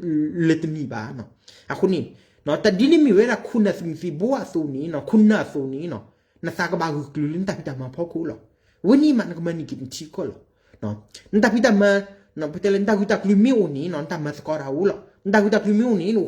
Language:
S'gaw Karen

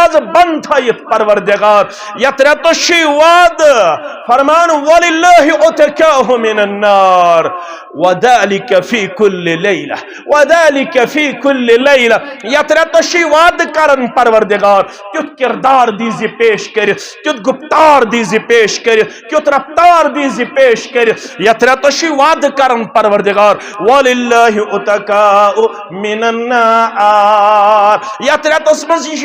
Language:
Kashmiri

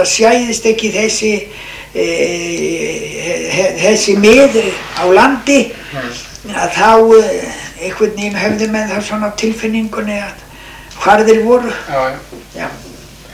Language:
Icelandic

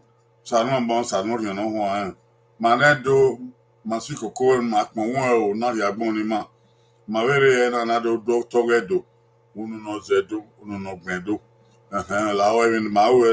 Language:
Bini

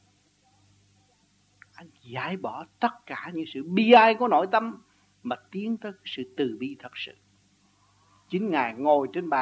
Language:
Vietnamese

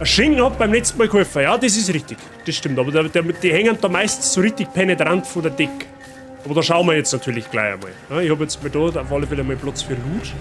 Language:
Bavarian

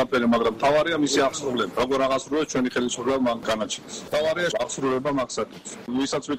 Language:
Georgian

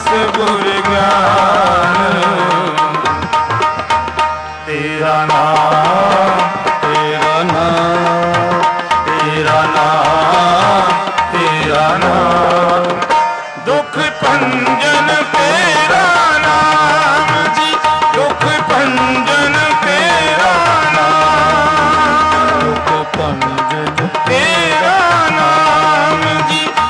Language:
Punjabi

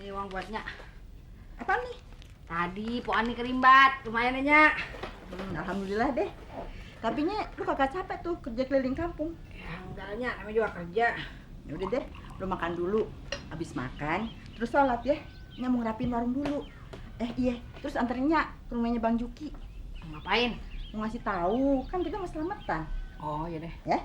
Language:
Betawi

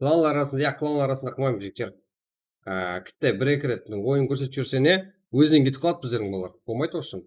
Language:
Kara-Kalpak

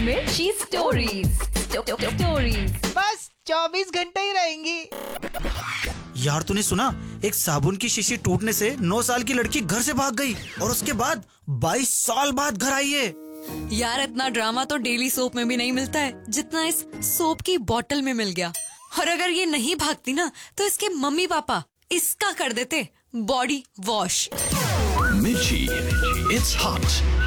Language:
Hindi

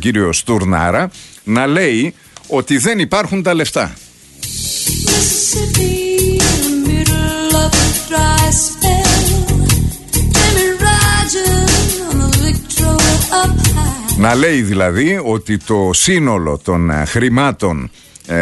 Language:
Greek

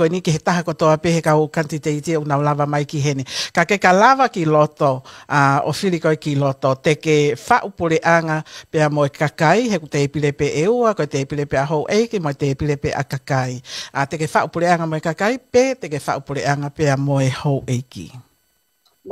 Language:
Tongan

